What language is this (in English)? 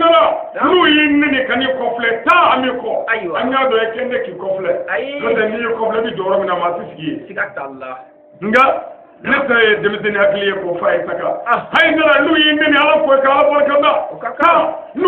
Bambara